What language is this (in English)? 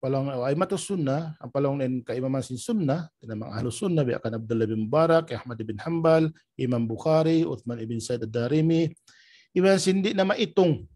Tausug